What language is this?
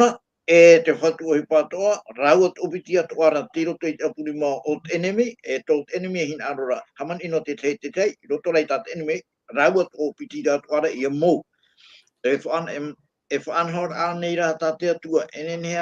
Tahitian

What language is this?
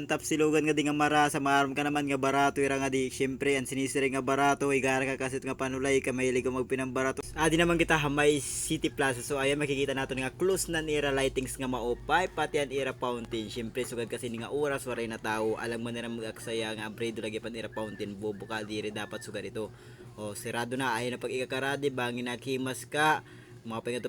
Waray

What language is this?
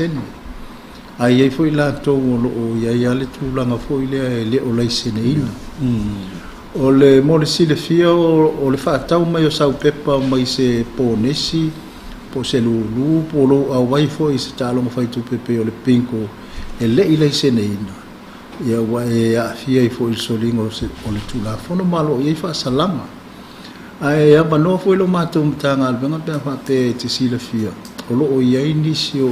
Samoan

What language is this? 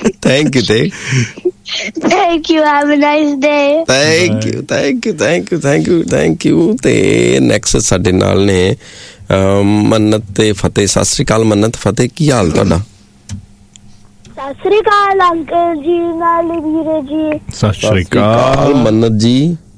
Punjabi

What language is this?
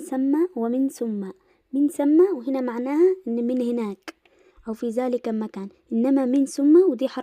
Egyptian Arabic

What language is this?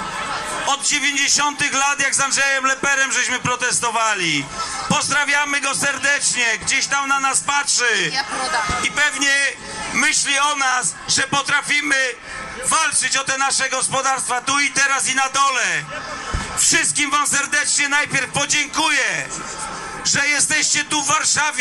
Polish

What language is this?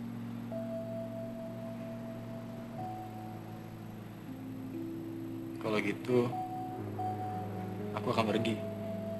Indonesian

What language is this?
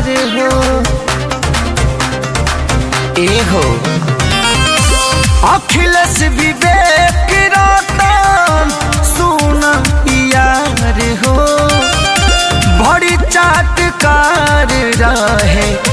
Bhojpuri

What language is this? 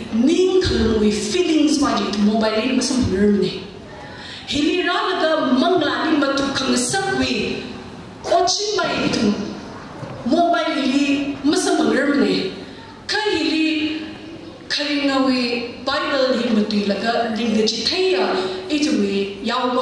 Tangkhul Naga (India)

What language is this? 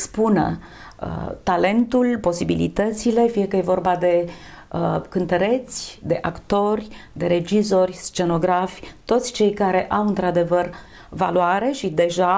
Romanian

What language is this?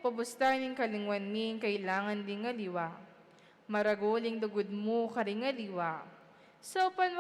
Pampanga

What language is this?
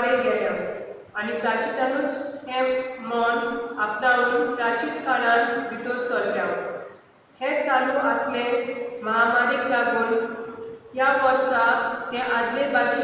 Konkani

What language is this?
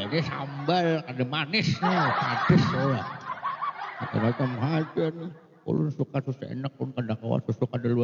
Banjar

